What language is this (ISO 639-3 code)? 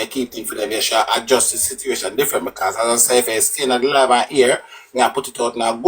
jam